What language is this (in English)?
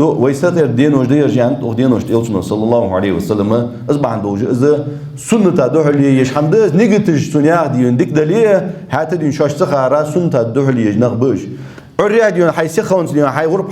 Ingush